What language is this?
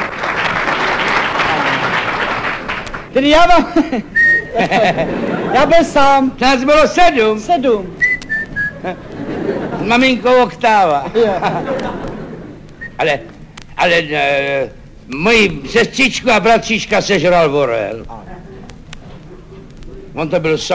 Czech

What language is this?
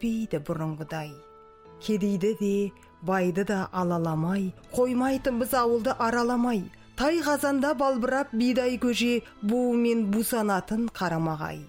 Kazakh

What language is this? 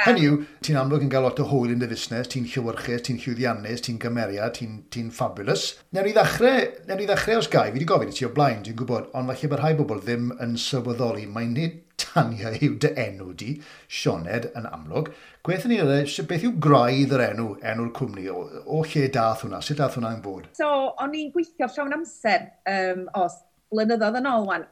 Welsh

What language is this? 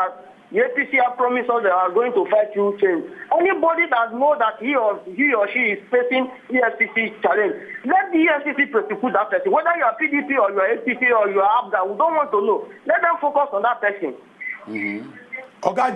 Nigerian Pidgin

